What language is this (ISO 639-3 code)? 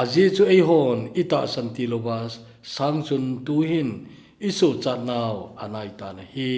tcz